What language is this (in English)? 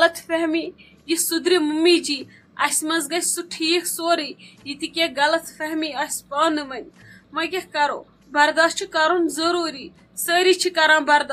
Kashmiri